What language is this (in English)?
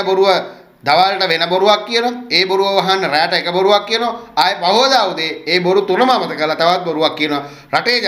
Sinhala